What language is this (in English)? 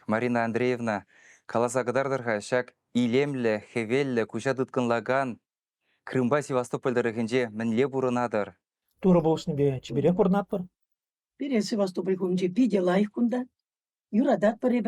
Chuvash